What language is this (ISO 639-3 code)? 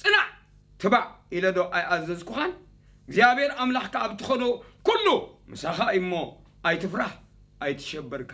tir